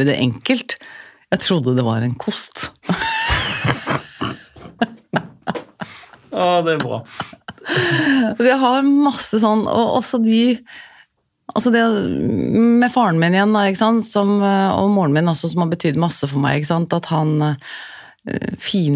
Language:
Norwegian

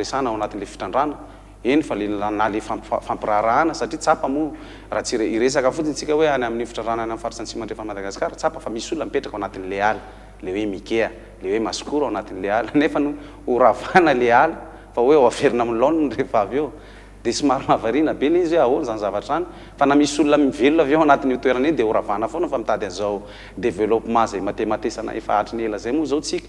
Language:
Malagasy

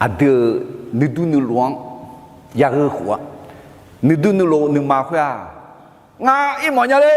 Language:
Akha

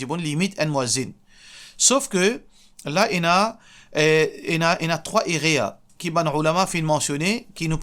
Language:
Morisyen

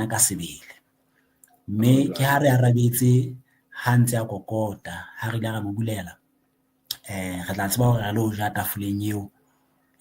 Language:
Southern Sotho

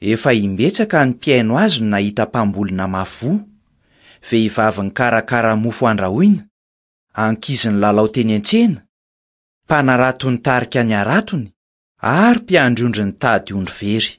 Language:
Malagasy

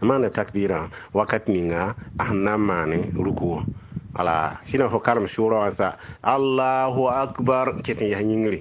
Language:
Mossi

